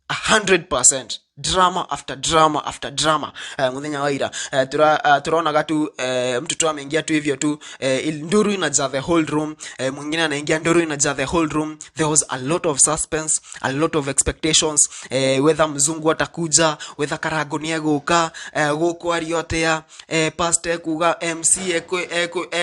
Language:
Kikuyu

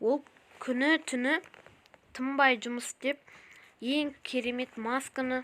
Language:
Kazakh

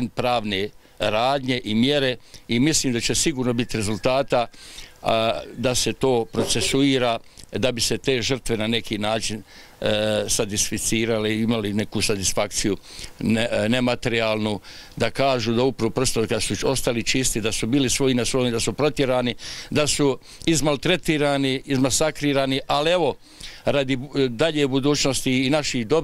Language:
Bosnian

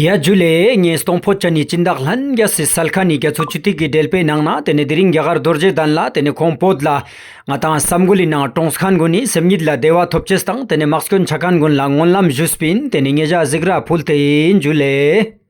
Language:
Ladakhi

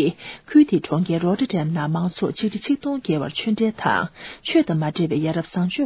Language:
Tibetan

